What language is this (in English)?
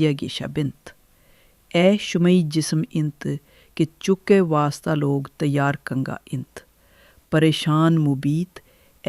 Baluchi